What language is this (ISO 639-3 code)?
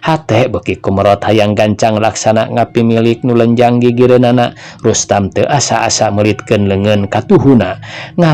sun